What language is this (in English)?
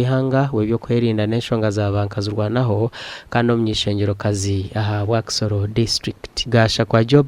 Nyankole